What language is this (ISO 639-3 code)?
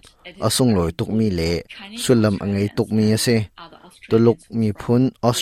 cnh